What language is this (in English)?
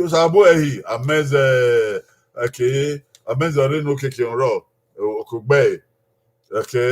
Bini